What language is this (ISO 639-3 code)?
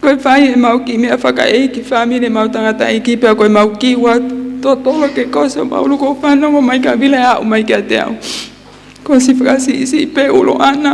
ton